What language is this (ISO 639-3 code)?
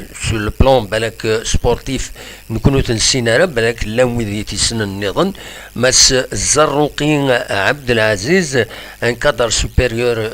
kab